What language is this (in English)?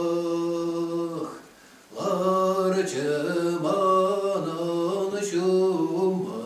Chuvash